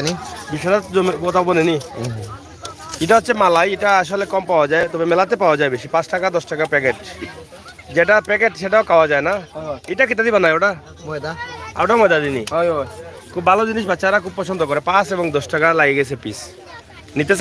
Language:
Sylheti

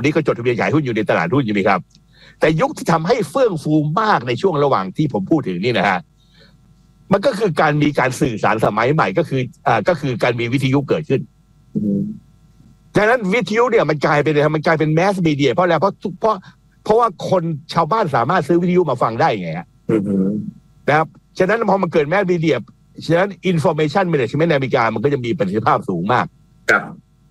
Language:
Thai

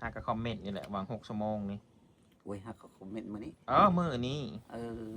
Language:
Northeastern Thai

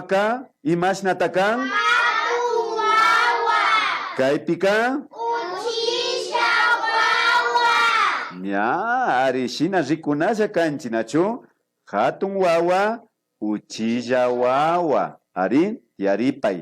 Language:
Imbabura Highland Quichua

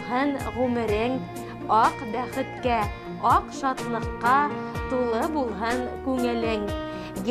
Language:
Bashkir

